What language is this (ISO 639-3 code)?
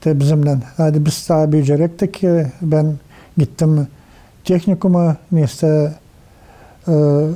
gag